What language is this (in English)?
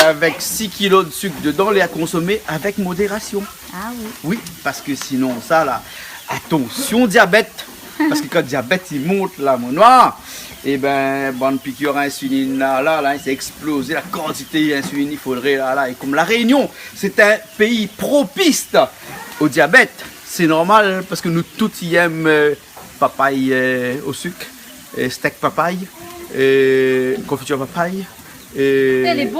Réunion Creole French